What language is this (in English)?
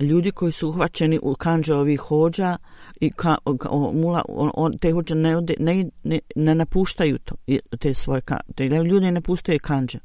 Bosnian